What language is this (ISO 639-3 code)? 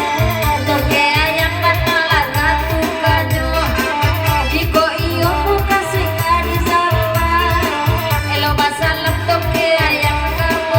min